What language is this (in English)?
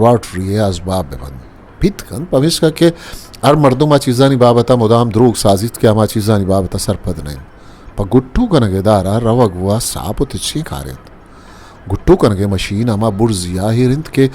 Eastern Balochi